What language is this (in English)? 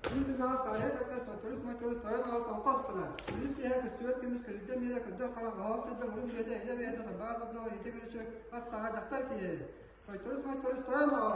Yakut